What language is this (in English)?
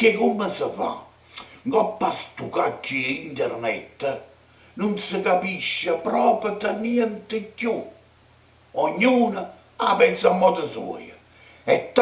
Neapolitan